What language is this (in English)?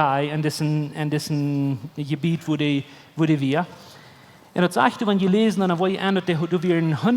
Plautdietsch